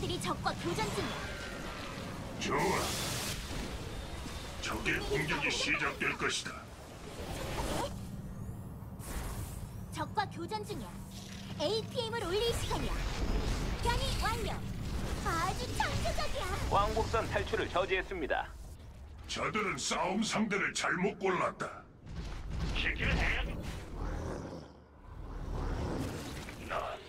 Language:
Korean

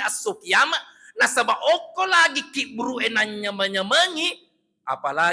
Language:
Buginese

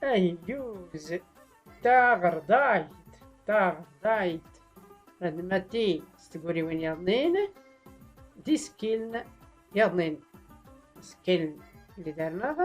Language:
Tachelhit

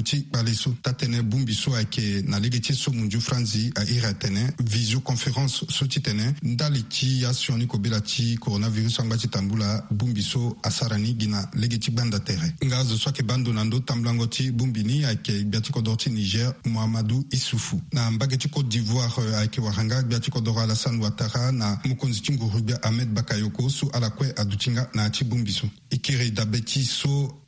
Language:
Sango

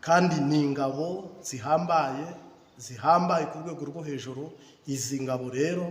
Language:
Kinyarwanda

